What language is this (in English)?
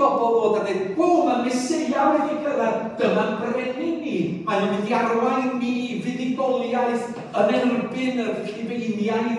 Welsh